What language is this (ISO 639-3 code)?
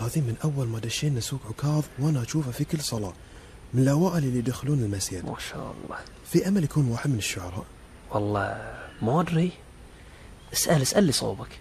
afb